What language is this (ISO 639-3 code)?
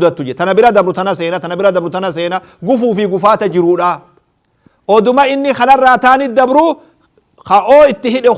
orm